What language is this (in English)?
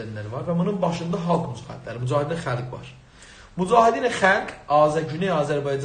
South Azerbaijani